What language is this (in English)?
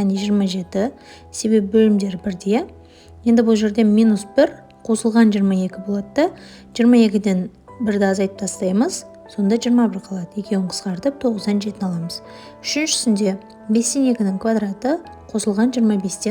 Kazakh